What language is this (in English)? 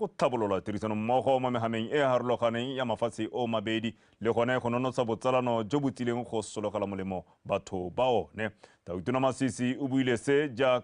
Tswana